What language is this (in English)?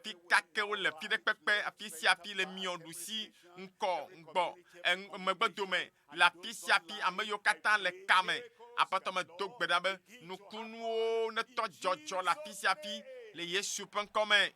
Ewe